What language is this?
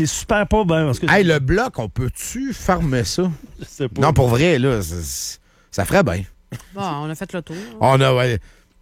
French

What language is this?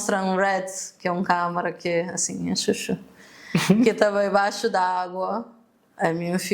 Kabuverdianu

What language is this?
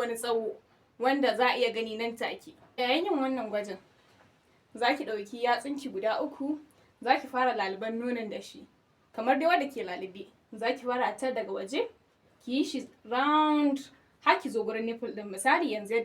Hausa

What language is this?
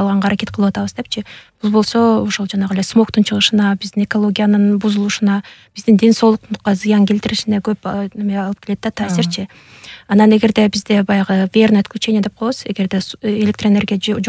Kyrgyz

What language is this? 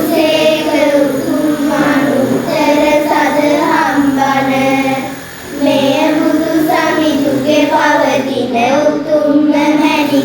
Sinhala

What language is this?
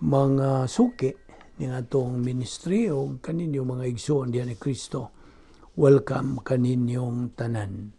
Cebuano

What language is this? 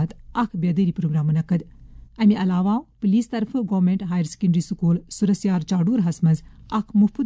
Kashmiri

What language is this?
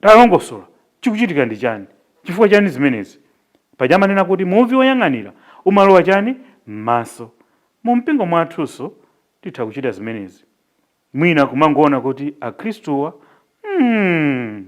Nyanja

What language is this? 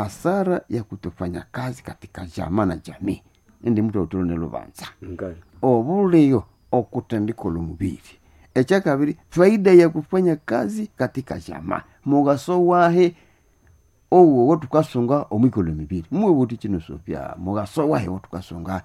Nande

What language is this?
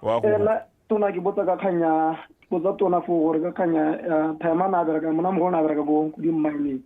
Tswana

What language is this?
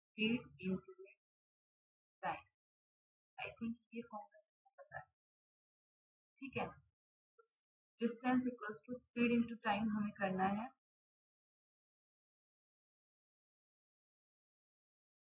Hindi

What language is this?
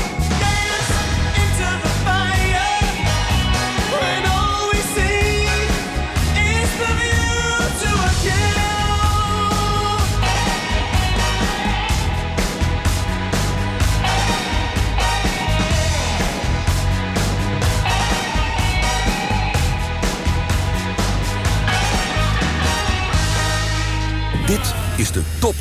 Dutch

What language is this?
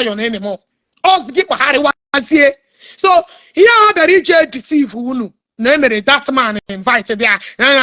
Igbo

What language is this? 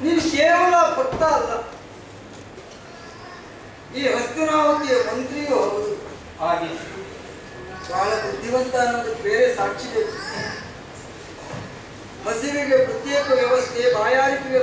Kannada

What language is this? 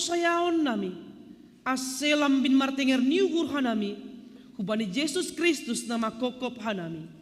Batak Simalungun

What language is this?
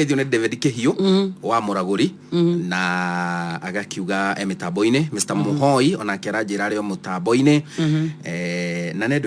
Kikuyu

